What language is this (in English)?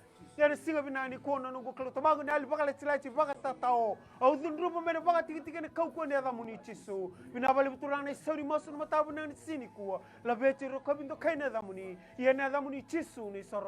Fijian